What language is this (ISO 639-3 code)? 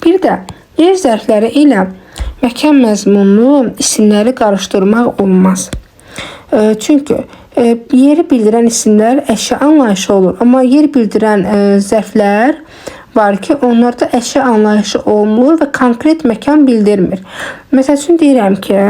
aze